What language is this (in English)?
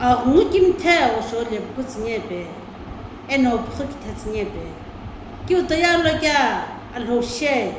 Sumi Naga